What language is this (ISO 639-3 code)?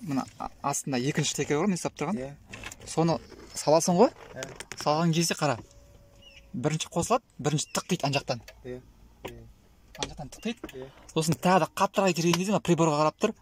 kaz